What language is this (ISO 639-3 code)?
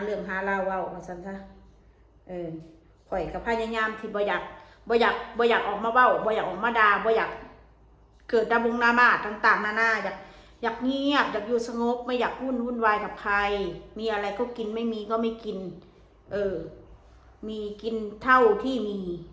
tts